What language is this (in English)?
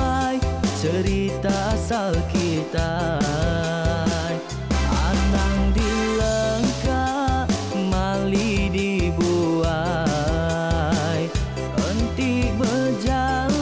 Iban